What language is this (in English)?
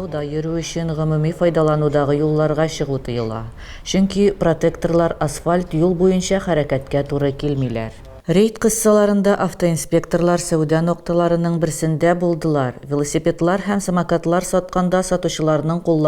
Tatar